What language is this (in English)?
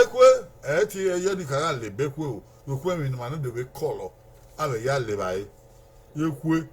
Bini